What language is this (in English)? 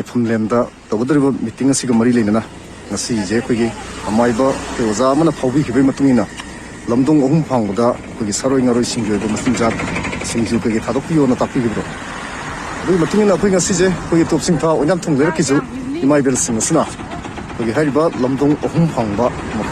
Manipuri